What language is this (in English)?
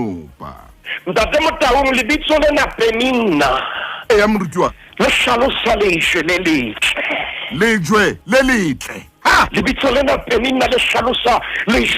Southern Sotho